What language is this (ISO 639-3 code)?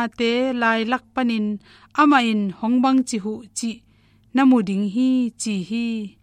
ctd